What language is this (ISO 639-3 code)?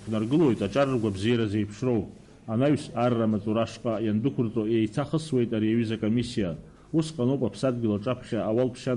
abk